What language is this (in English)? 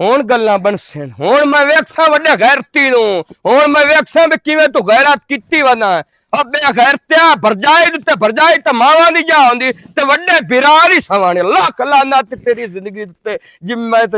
Western Panjabi